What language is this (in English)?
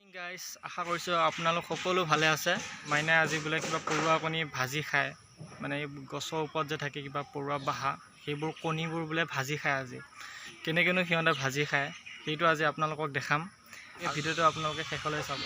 Assamese